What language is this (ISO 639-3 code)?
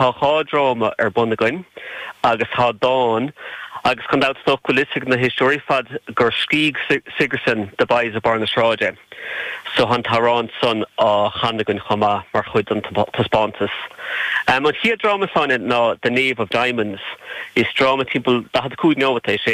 gle